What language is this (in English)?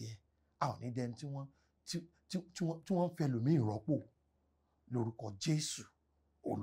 Yoruba